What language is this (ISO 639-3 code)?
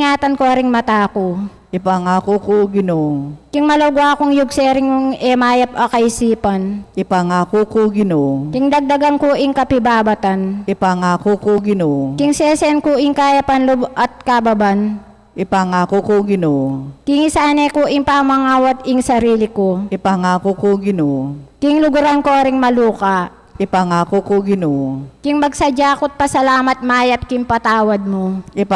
pam